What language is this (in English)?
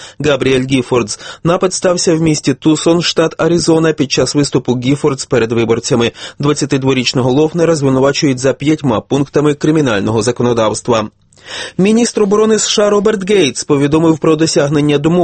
Ukrainian